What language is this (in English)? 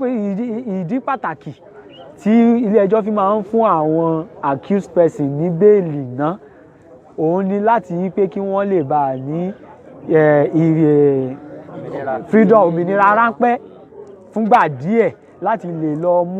Yoruba